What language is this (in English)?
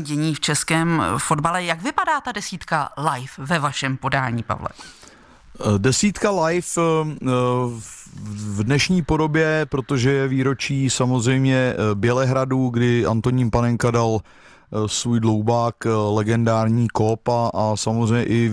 Czech